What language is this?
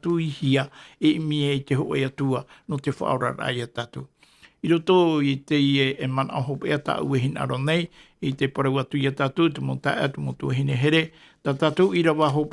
Tahitian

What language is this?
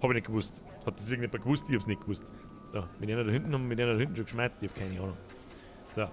Bavarian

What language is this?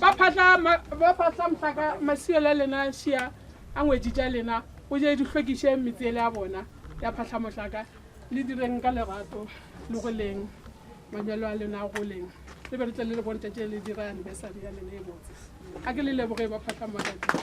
Northern Sotho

